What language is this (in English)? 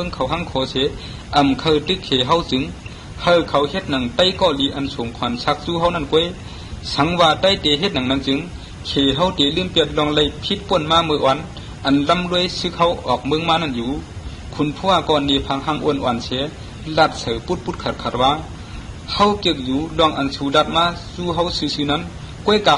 Shan